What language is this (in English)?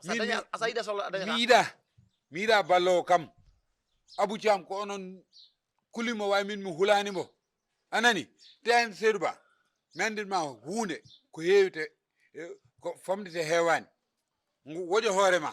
Fula